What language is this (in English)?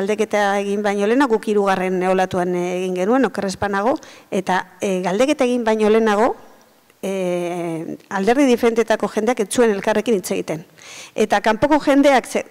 Basque